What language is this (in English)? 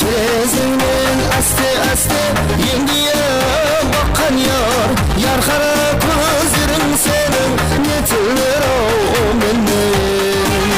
Kara-Kalpak